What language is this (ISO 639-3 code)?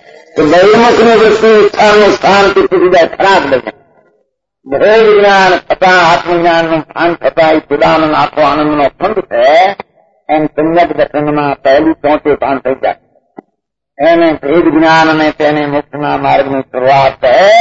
guj